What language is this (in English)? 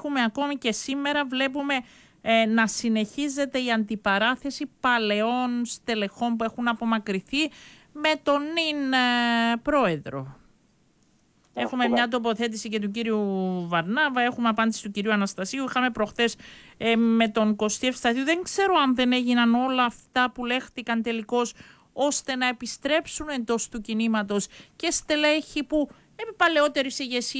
Greek